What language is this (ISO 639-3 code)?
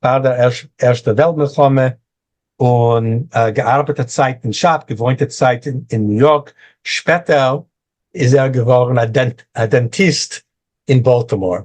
yid